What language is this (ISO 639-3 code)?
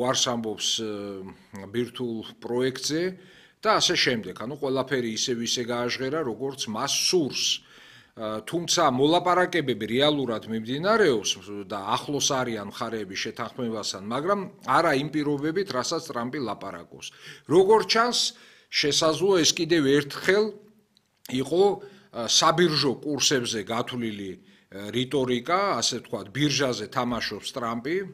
kat